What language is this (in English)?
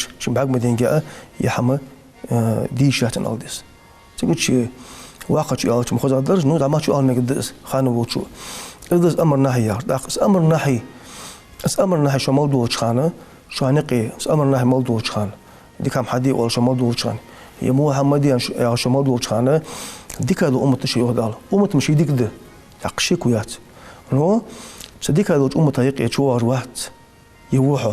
Ingush